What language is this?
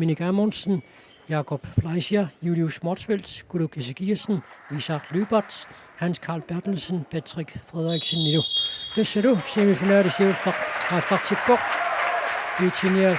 Kalaallisut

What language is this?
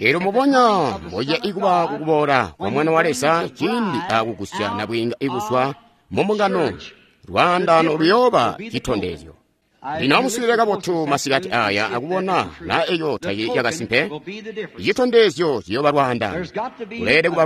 Tonga (Zambia)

